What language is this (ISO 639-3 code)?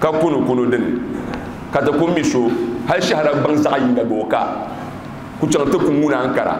dag